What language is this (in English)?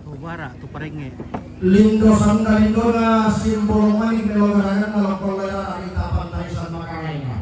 Toraja-Sa'dan